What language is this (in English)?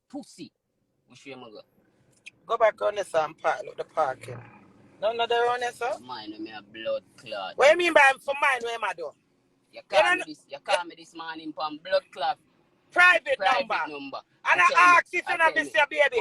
Jamaican Creole English